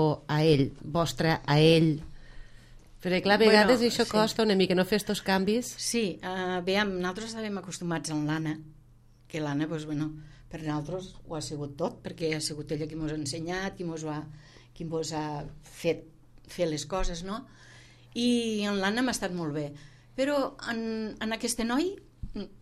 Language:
Catalan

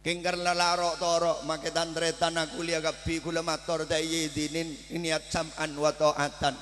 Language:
Madurese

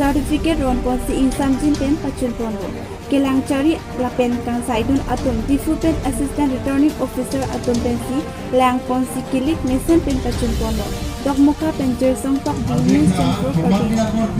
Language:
Karbi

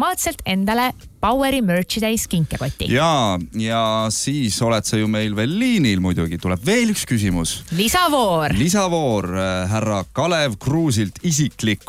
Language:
Estonian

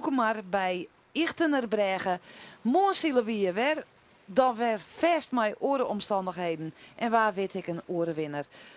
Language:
Western Frisian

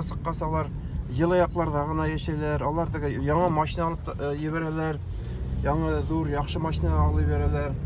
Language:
Bashkir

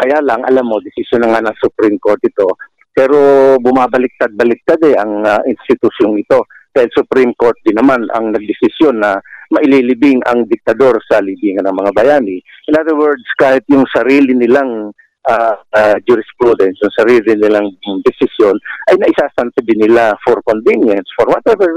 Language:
Filipino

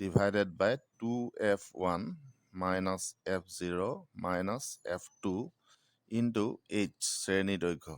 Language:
Assamese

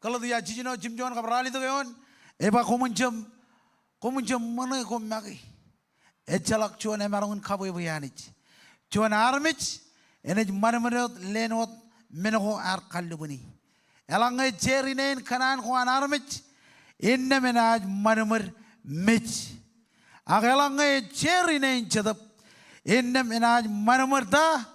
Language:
Marshallese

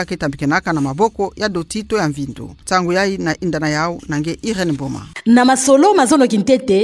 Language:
Kituba (Democratic Republic of Congo)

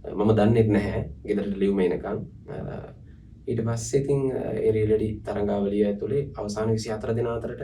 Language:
Sinhala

